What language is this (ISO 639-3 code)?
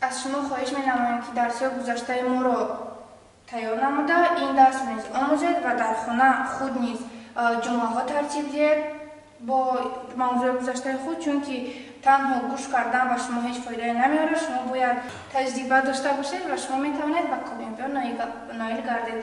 tgk